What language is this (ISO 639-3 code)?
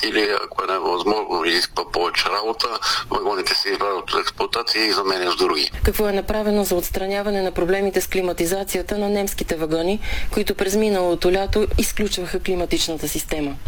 bul